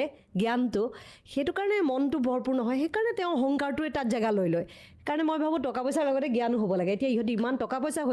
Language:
Assamese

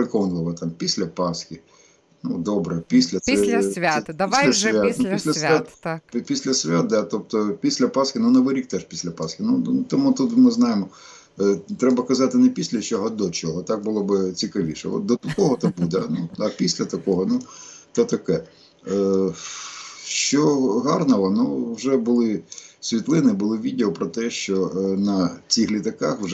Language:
Ukrainian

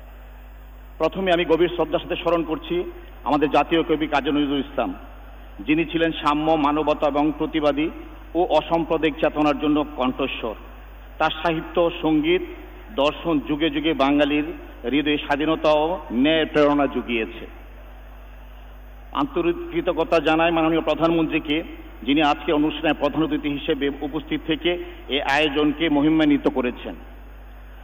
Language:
Bangla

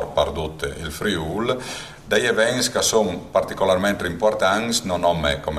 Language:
Friulian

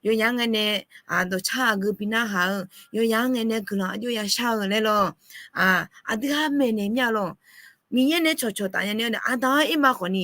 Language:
Akha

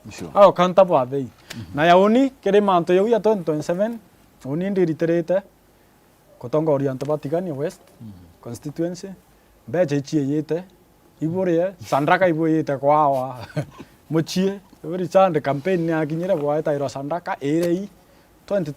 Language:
Meru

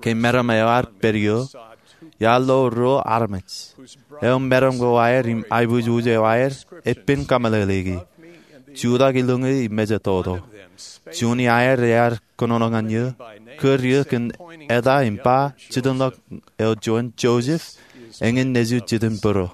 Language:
Marshallese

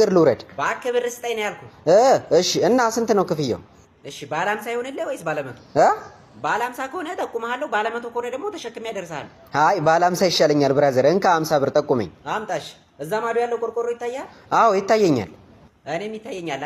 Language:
Amharic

